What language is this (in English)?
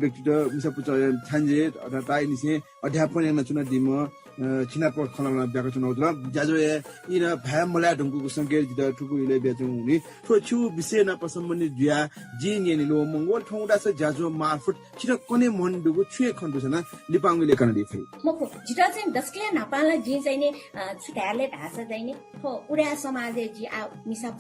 Newari